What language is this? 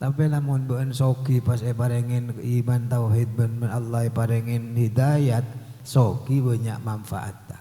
Madurese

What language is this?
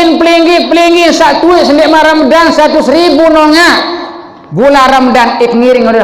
Sasak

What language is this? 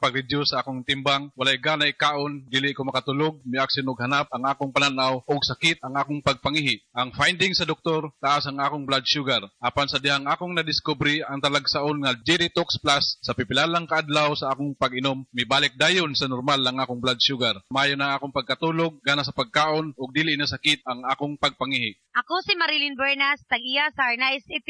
Cebuano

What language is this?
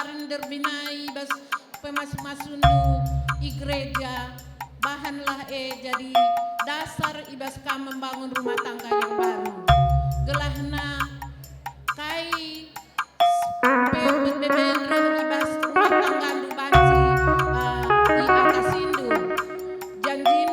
Batak Karo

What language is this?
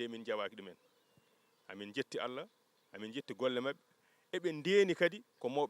Fula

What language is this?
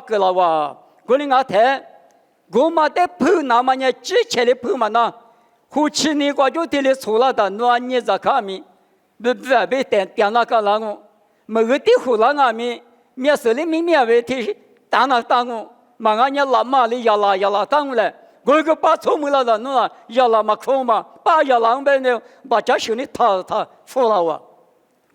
Lisu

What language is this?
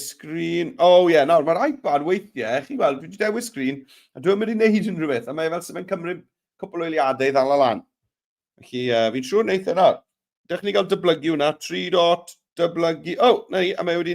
Welsh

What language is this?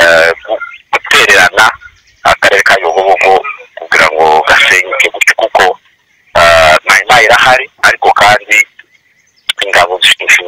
Kinyarwanda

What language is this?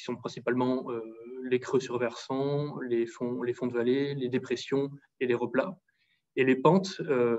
French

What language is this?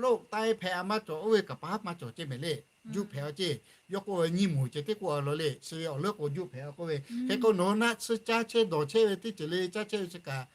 Lahu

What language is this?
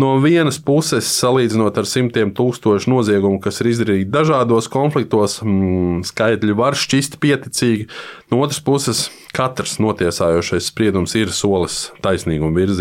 Latvian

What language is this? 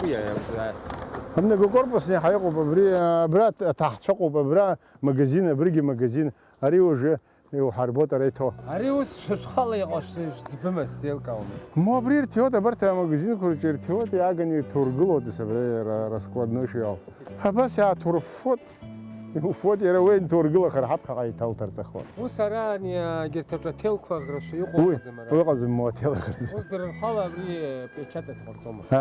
Abkhazian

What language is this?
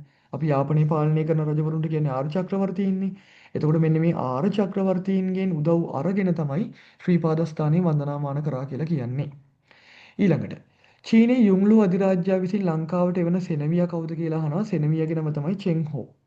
Sinhala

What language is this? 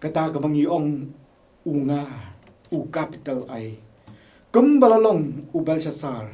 Khasi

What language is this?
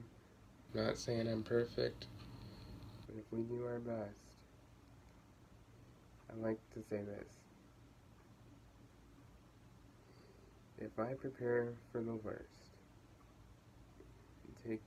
English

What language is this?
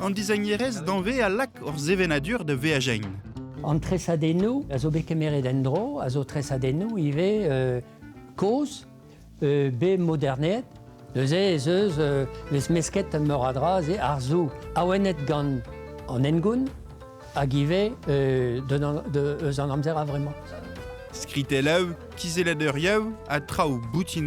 Breton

